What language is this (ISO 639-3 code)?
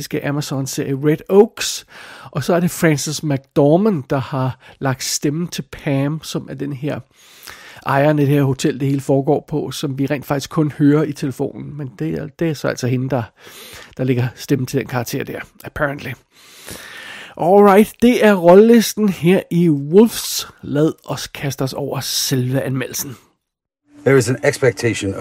dan